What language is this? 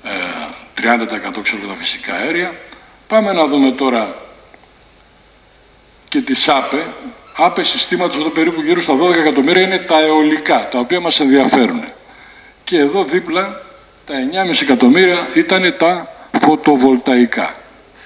Greek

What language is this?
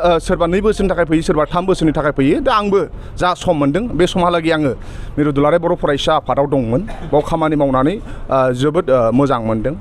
Bodo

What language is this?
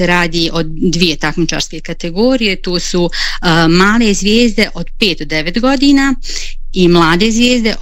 Bosnian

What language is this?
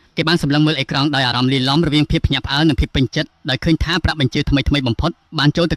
Khmer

